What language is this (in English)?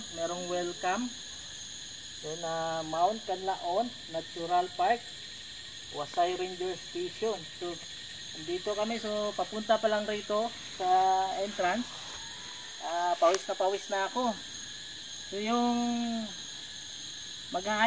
Filipino